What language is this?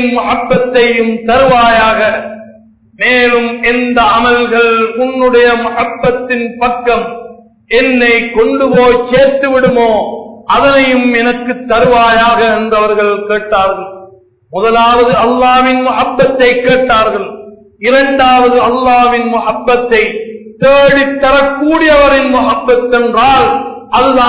Tamil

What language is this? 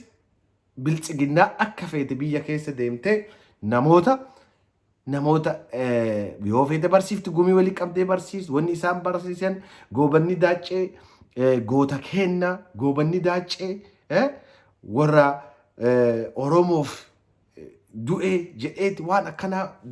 Oromo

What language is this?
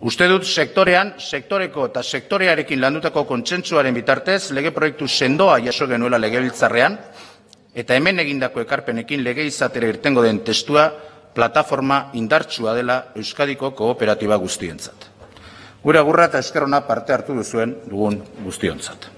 Basque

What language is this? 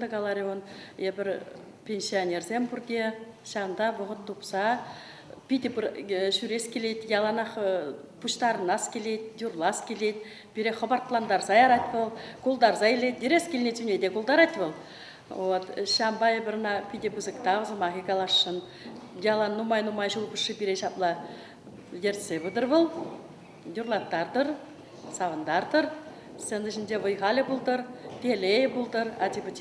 Chuvash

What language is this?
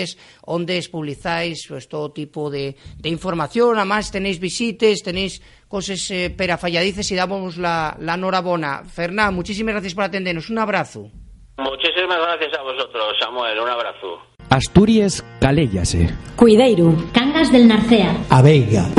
Asturian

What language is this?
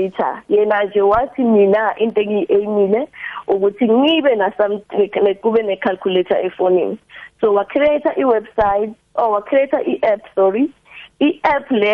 South Ndebele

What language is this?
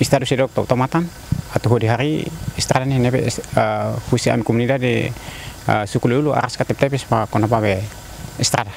Tetum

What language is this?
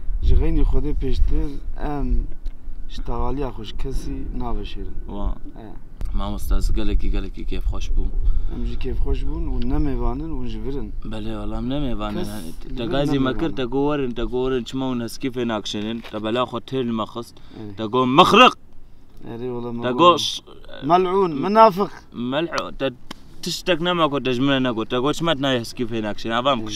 Kurdish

